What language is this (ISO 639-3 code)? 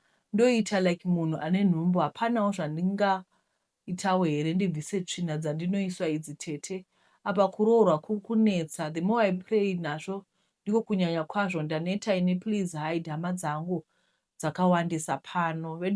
sna